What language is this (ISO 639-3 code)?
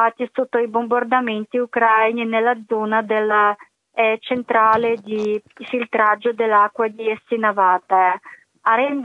ita